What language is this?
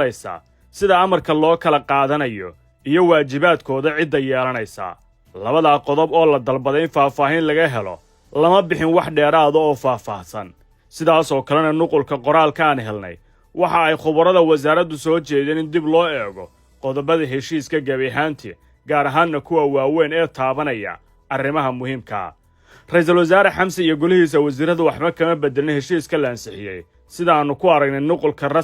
Somali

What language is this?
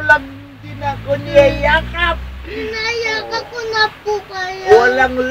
Filipino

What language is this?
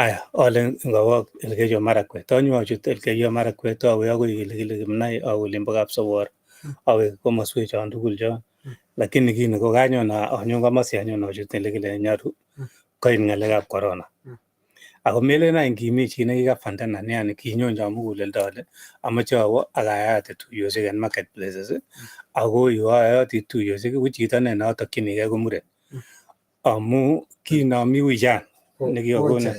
Kalenjin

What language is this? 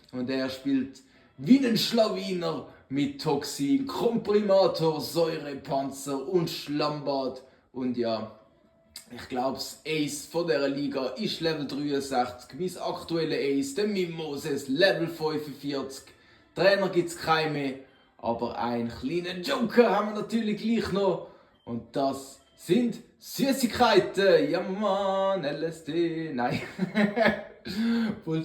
Swiss German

